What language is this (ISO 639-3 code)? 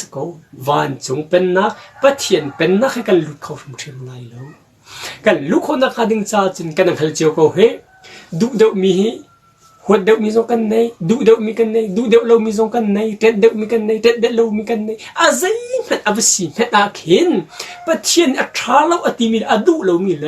cnh